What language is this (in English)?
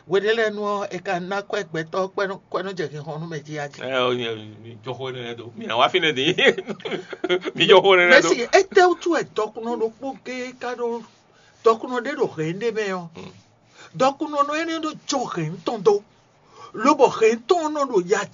Fon